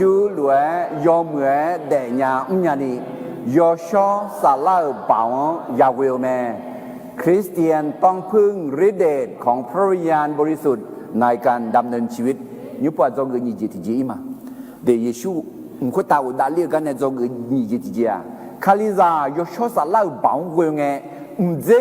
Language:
Akha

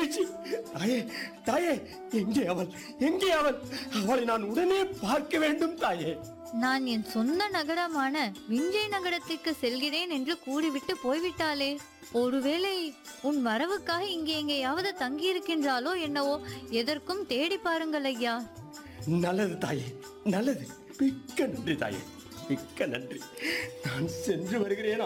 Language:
Tamil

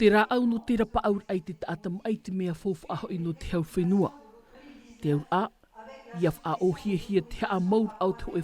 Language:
Tahitian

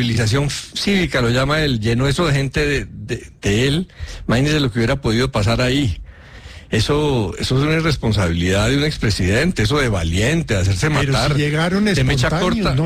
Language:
Spanish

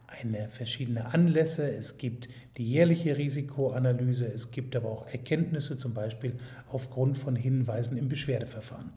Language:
German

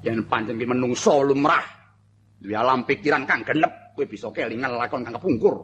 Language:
Javanese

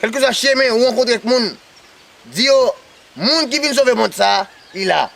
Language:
Haitian Creole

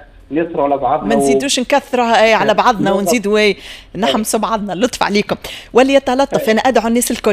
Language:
Tunisian Arabic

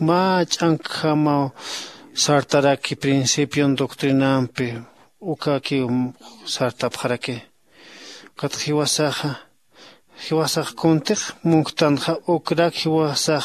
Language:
Aymara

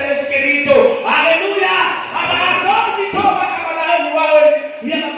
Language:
Nias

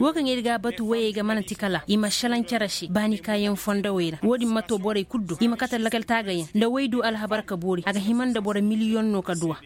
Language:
Koyraboro Senni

